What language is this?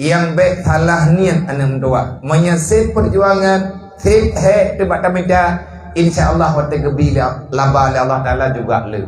Achinese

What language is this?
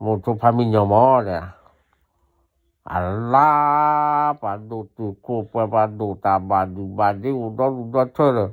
S'gaw Karen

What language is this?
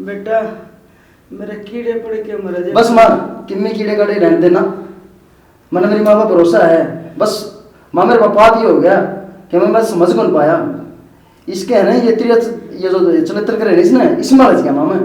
Haryanvi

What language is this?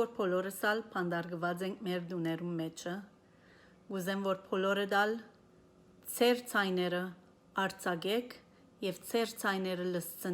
Western Armenian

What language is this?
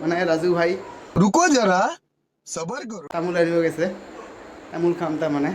Assamese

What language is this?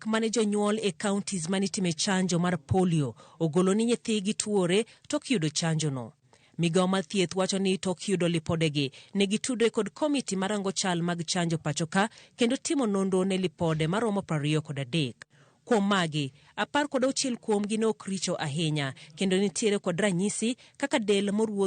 Luo (Kenya and Tanzania)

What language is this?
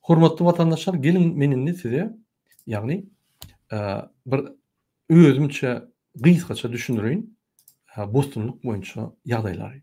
Turkmen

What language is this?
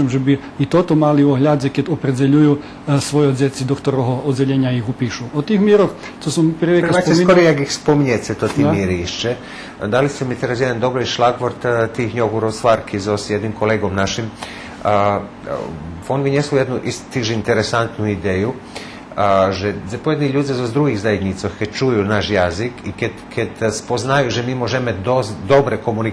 Rusyn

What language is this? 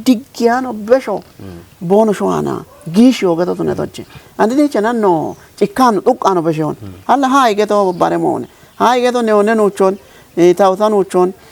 Kafa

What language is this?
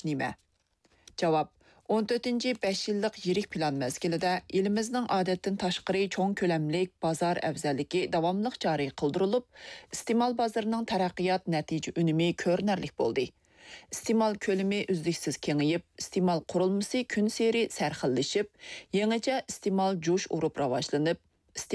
Uyghur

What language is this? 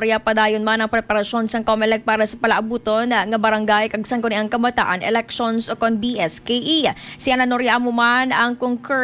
Hiligaynon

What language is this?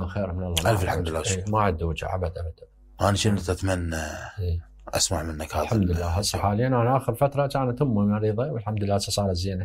Mesopotamian Arabic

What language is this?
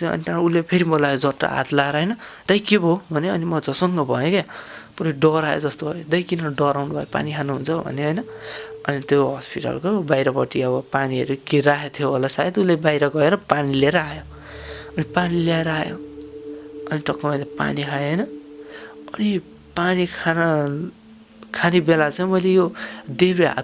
Nepali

